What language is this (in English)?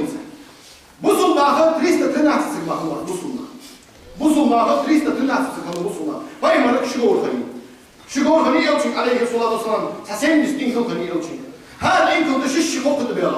Ingush